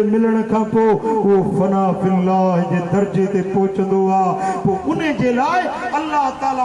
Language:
Sindhi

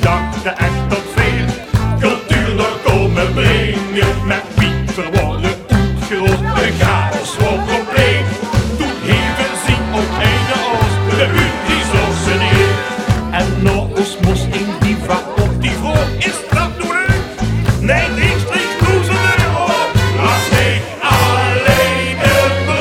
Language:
Limburgish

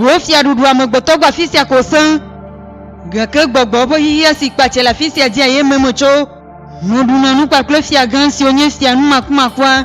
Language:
Ewe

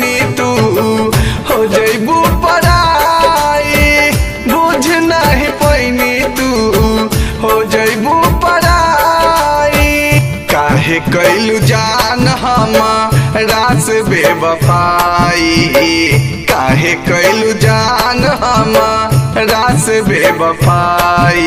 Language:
Bhojpuri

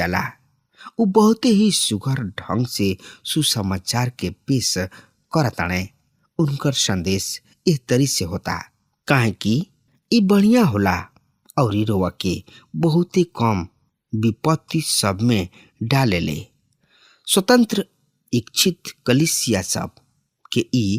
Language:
Bhojpuri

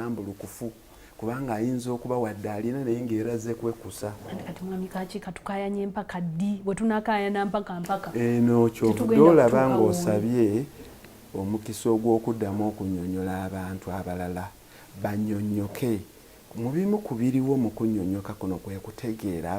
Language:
Ganda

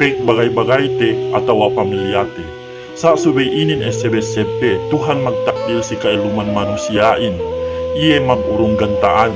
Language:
Yakan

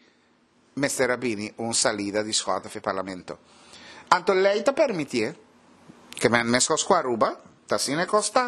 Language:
Papiamento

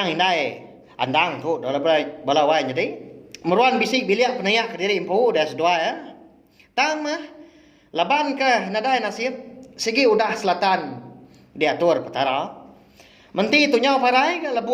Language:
Iban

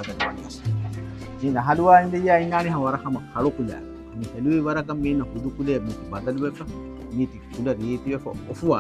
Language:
Divehi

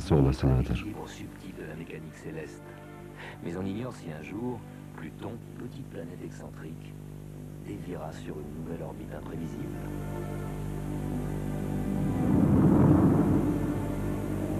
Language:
Turkish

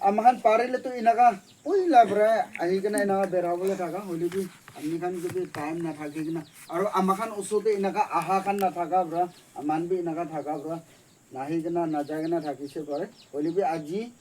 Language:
Naga Pidgin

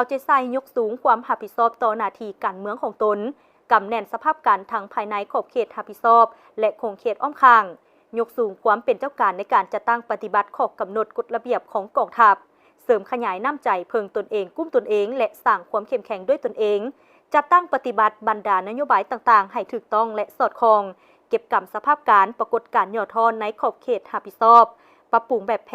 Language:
Lao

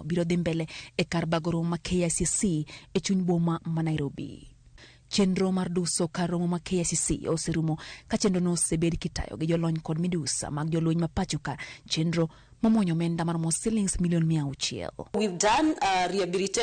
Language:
Luo (Kenya and Tanzania)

